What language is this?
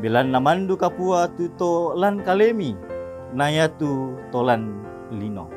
Toraja-Sa'dan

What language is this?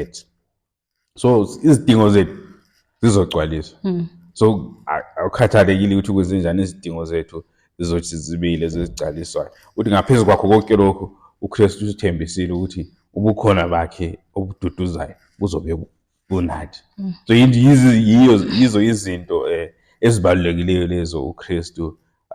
Zulu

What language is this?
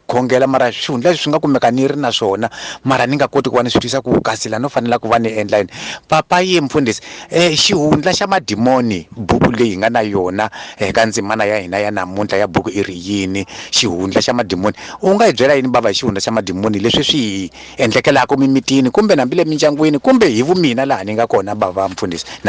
Tsonga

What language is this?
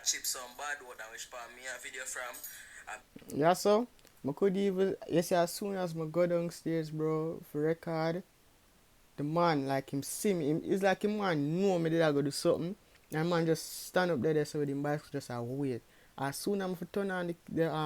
Jamaican Creole English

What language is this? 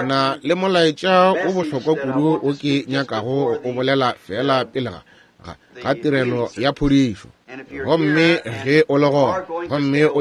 Northern Sotho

